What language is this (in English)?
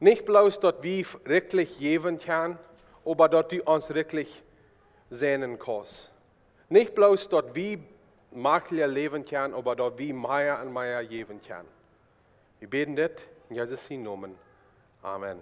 Plautdietsch